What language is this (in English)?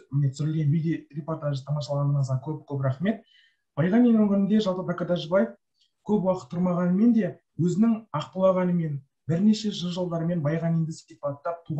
Kazakh